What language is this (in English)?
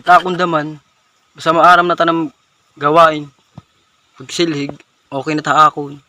Waray